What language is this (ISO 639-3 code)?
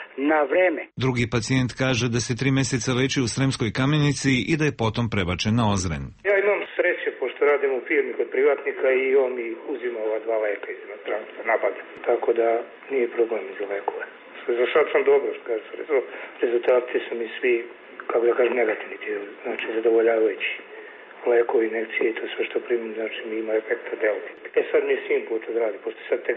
srp